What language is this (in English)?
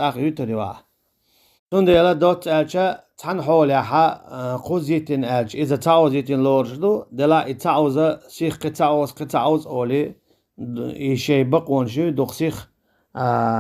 Chechen